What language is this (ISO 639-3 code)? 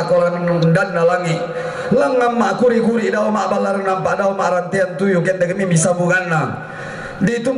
sda